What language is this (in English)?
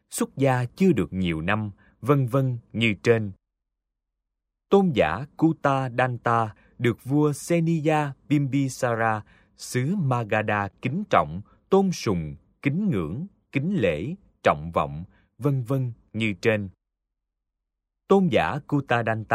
Vietnamese